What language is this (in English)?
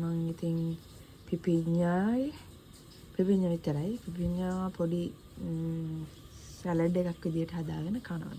Sinhala